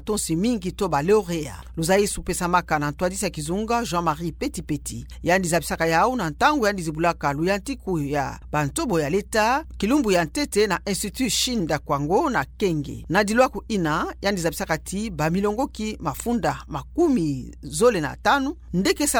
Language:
Kituba (Democratic Republic of Congo)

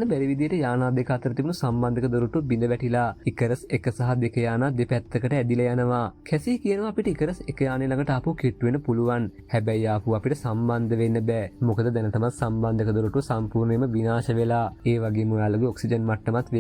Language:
Sinhala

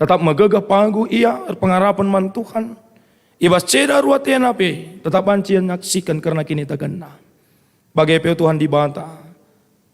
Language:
Batak Karo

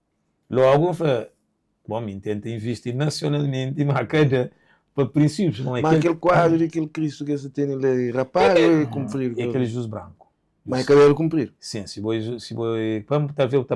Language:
Kabuverdianu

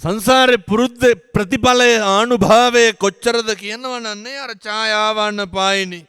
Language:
Sinhala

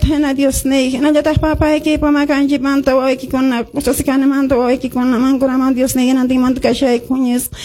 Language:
Quechua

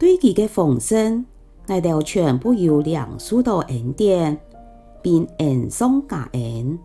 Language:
Hakka Chinese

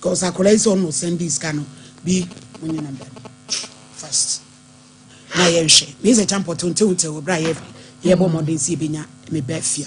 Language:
Akan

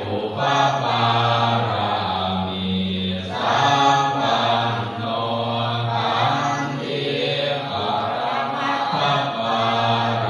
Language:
Pali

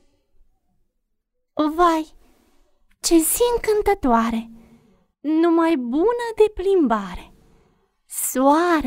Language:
Romanian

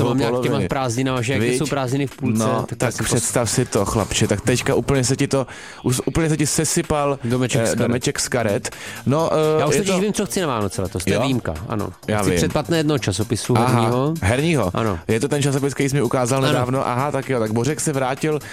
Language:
Czech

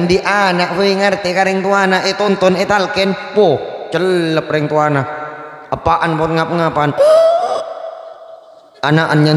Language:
Madurese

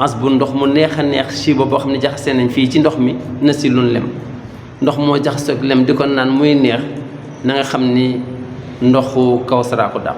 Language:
Wolof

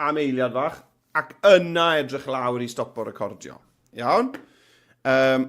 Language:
Welsh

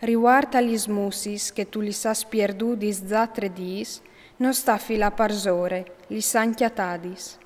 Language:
Friulian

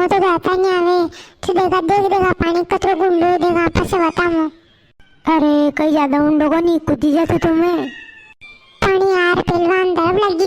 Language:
Rajasthani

